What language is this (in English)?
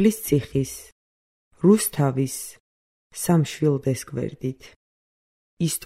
Georgian